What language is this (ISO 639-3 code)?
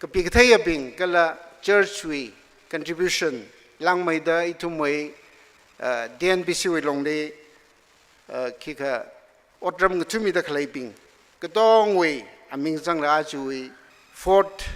nmf